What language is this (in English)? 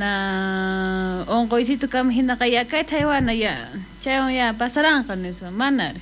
South Bolivian Quechua